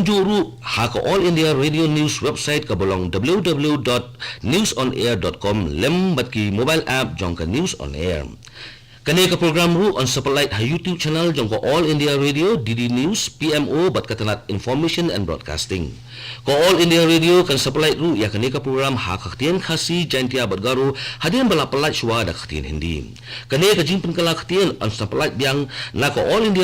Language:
Khasi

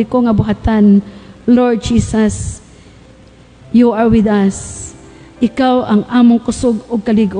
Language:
Cebuano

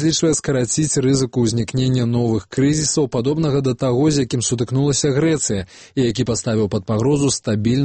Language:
Belarusian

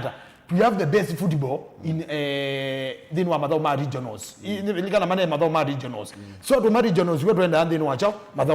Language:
Kamba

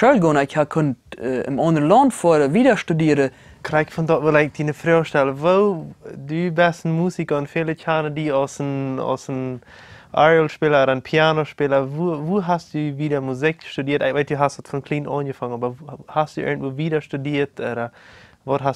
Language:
Plautdietsch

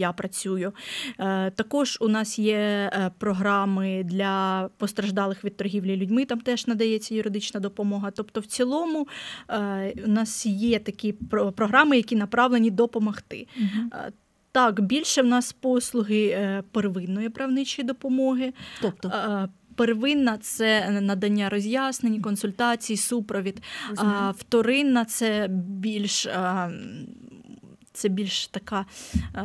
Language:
Ukrainian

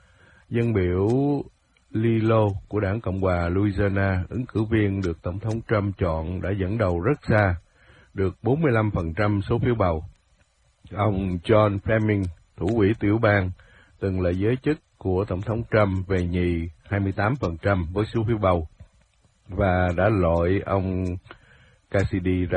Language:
Vietnamese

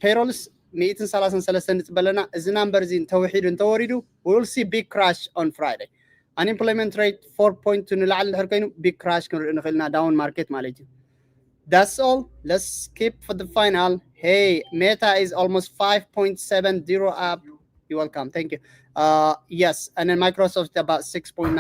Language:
Tigrinya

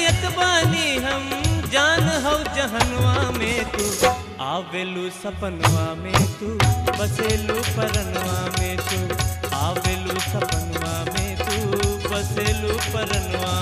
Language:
Bhojpuri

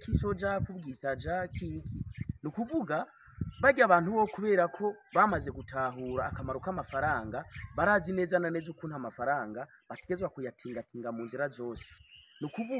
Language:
Rundi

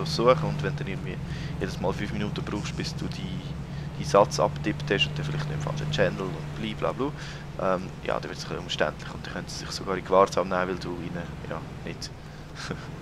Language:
Swiss German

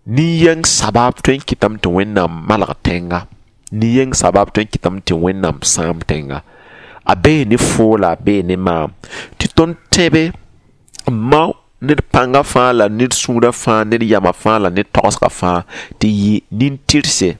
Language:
Mossi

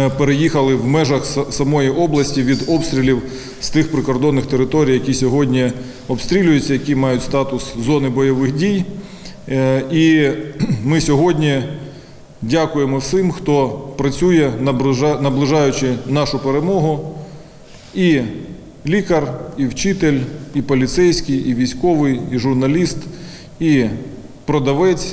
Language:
Ukrainian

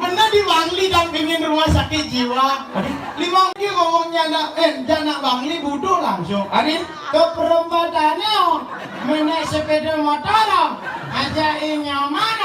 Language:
Balinese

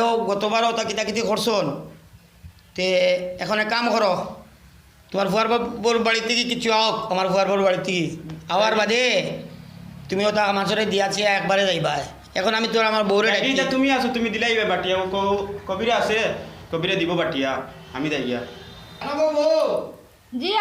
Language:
Sylheti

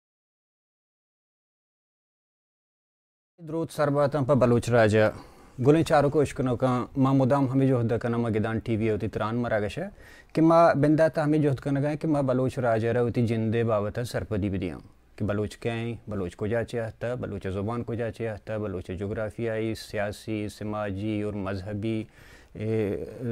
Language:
Baluchi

